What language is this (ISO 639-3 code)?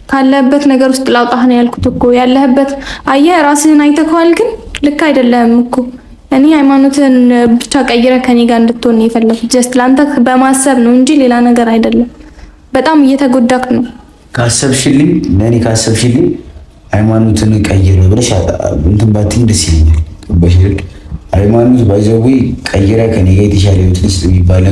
amh